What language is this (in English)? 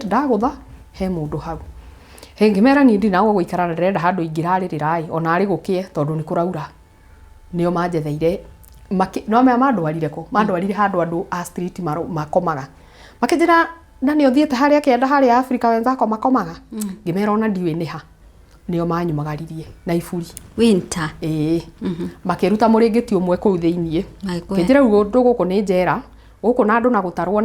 Kikuyu